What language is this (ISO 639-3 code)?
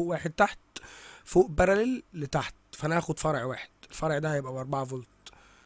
arz